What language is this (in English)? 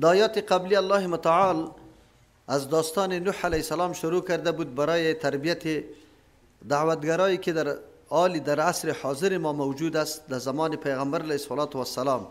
Persian